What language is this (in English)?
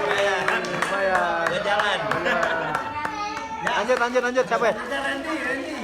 Betawi